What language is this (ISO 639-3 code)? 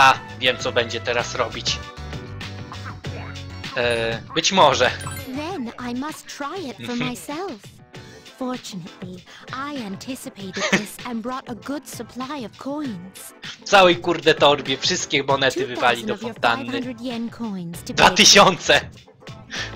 pol